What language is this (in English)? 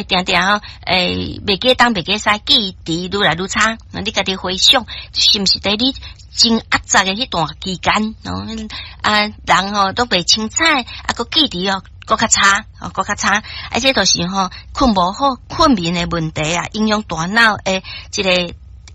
Min Nan Chinese